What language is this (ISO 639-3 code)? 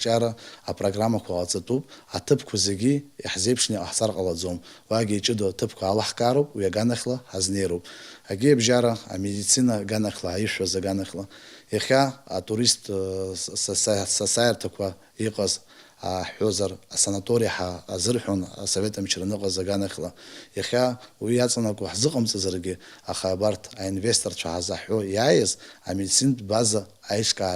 abk